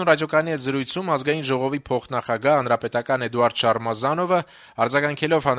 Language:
Armenian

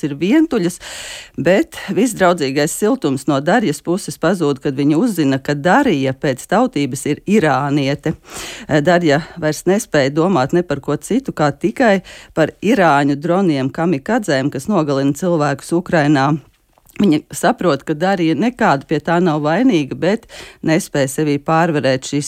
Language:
Latvian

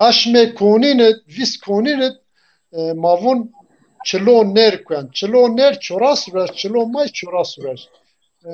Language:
Zaza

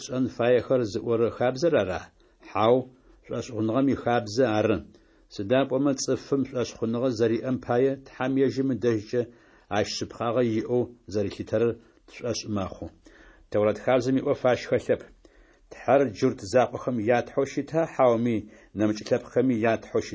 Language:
Adyghe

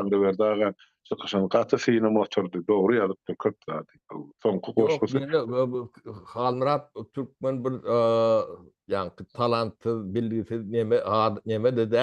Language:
Turkmen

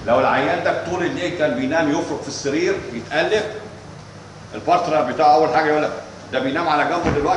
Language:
Egyptian Arabic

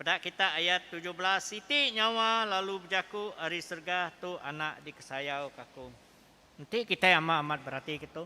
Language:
Iban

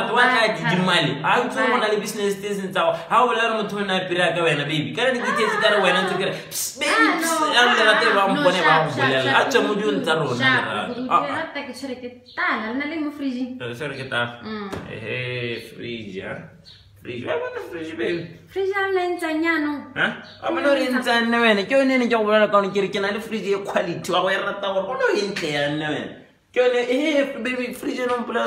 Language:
Tswana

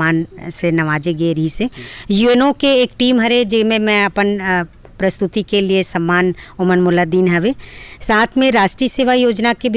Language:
Chhattisgarhi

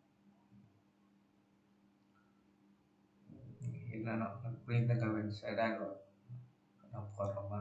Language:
Lao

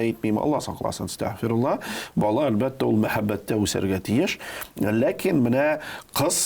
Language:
Tatar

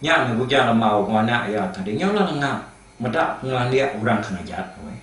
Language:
Iban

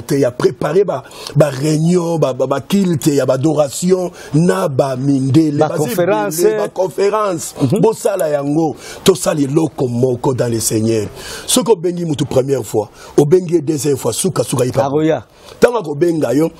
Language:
Lingala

